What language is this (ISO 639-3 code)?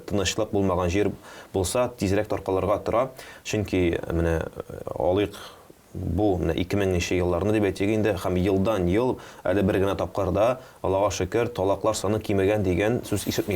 tat